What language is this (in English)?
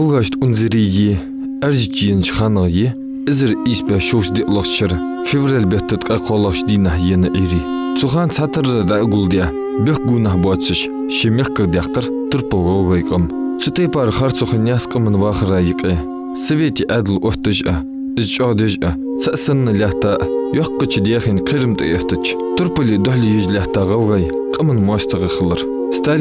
Ingush